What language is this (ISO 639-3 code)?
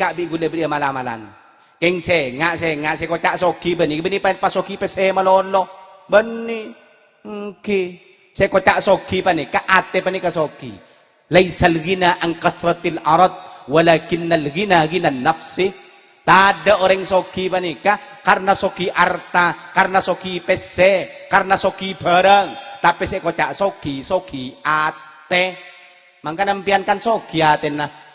mad